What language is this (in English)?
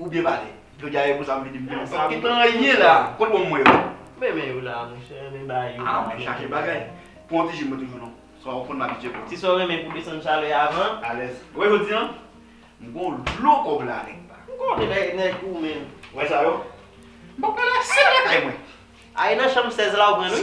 Haitian Creole